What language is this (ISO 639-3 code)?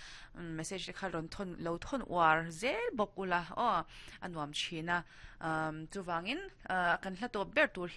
lus